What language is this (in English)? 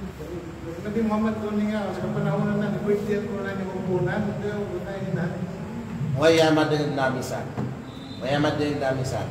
Kalagan